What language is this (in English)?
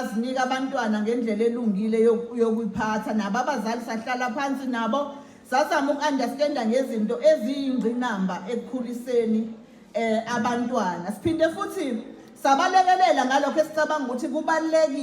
Zulu